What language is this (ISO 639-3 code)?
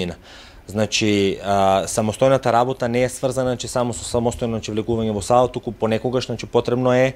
mkd